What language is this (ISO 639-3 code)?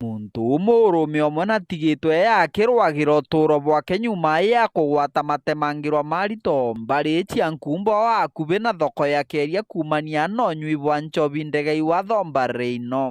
mer